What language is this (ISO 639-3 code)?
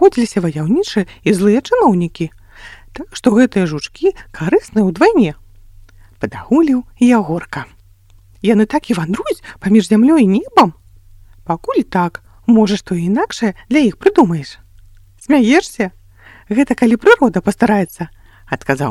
bel